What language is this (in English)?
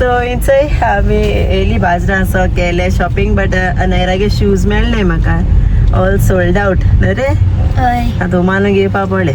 Konkani